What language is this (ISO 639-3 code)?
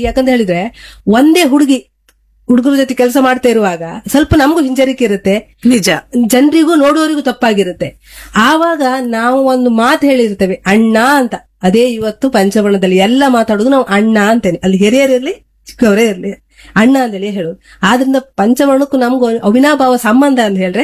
kan